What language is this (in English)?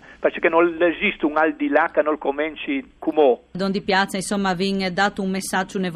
Friulian